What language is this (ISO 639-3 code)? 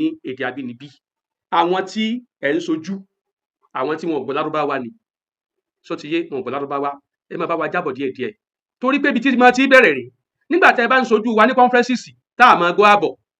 yor